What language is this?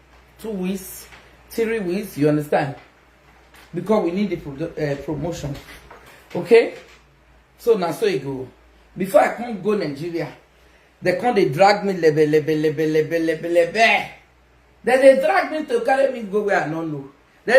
Nigerian Pidgin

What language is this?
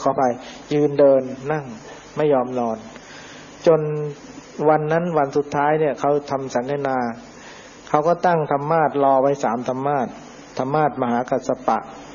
Thai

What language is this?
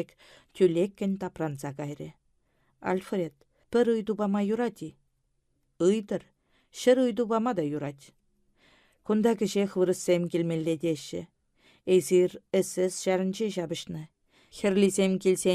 Chuvash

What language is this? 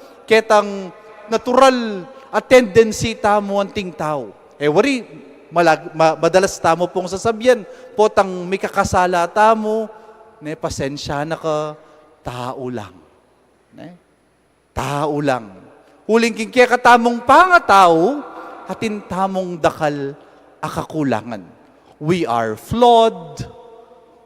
Pampanga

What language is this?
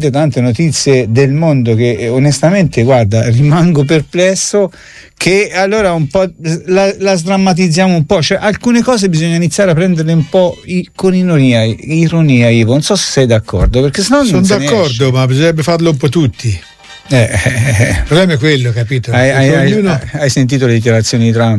Italian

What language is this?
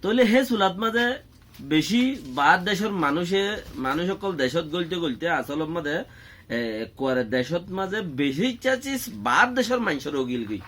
Rohingya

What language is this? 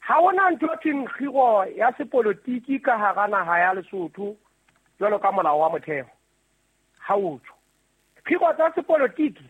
Southern Sotho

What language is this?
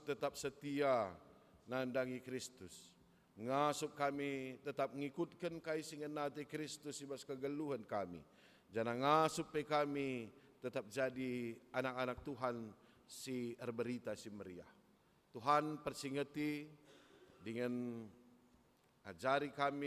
Batak Karo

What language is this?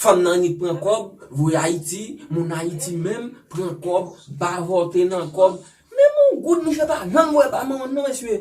Haitian Creole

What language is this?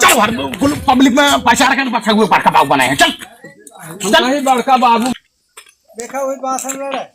Awadhi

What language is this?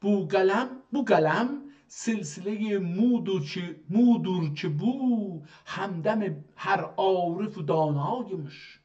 South Azerbaijani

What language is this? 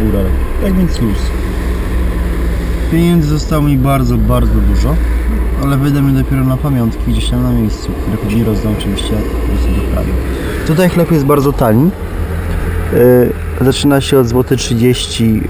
Polish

